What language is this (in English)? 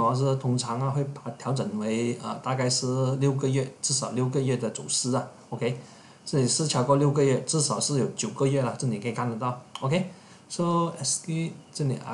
Chinese